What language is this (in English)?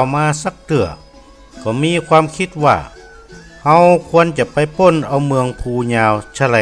Northern Thai